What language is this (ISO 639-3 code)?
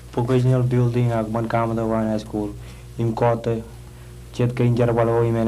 mah